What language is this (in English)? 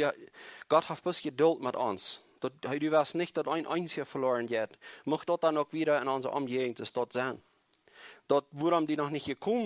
Plautdietsch